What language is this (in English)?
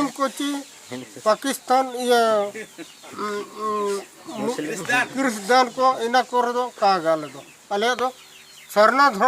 Santali